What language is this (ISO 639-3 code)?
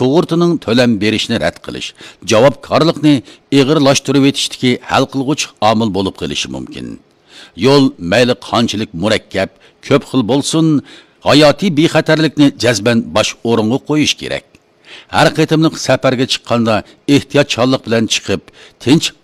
uig